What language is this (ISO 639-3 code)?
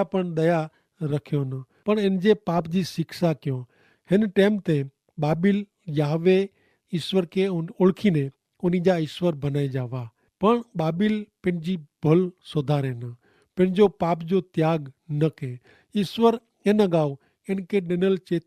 kfr